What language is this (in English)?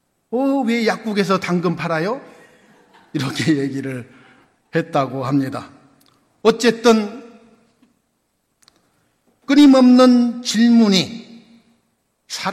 Korean